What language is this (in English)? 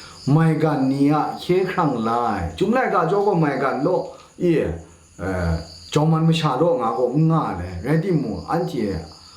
Kachin